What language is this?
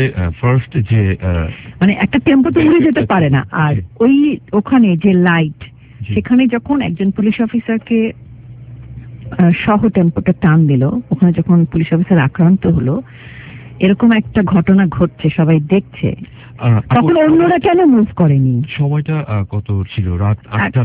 Bangla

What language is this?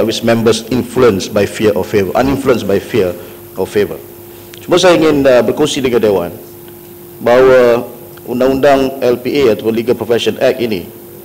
Malay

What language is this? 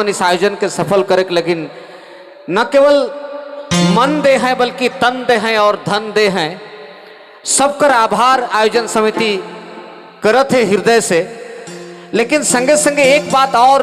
Sadri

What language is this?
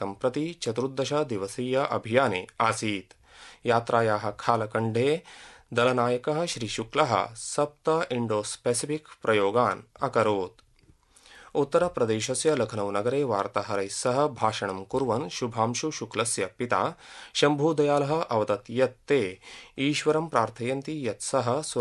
Sanskrit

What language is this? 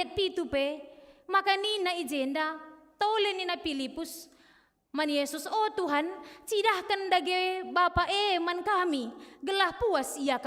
Batak Karo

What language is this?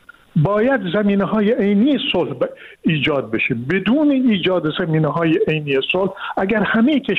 Persian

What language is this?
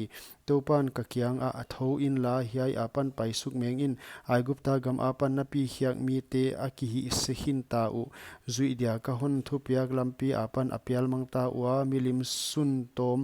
Paite Chin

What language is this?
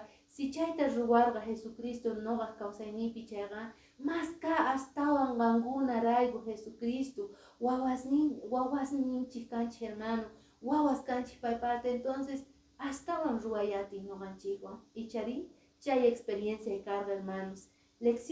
Quechua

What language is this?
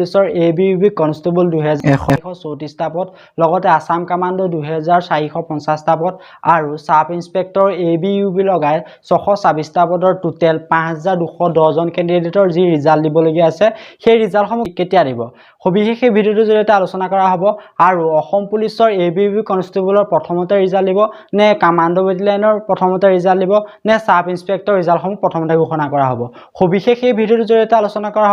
Assamese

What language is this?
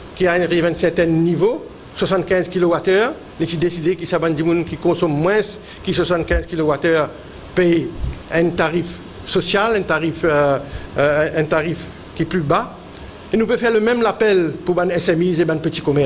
Morisyen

